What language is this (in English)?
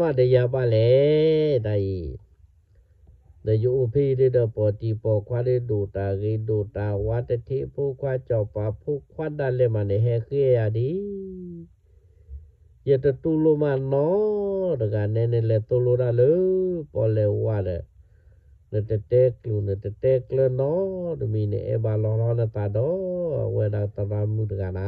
S'gaw Karen